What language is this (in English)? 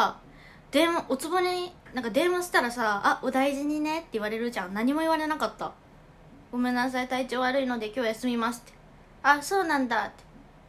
Japanese